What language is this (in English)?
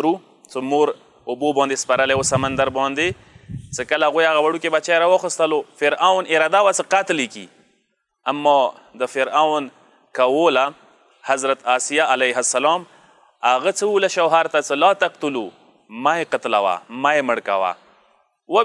Pashto